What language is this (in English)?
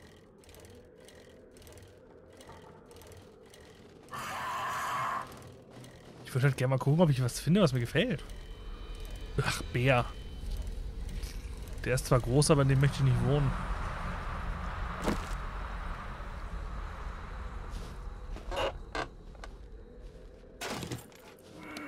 German